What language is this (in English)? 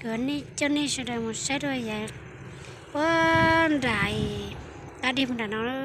Hmong